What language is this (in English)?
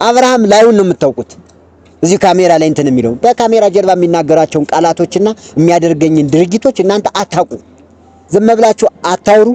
Amharic